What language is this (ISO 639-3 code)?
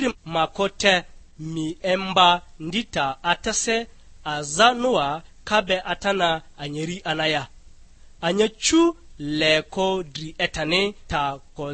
lgg